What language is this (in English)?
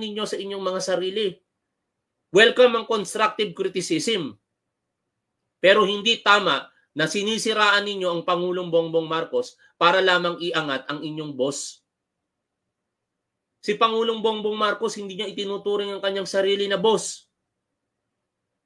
Filipino